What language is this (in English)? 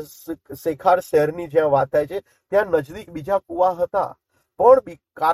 Gujarati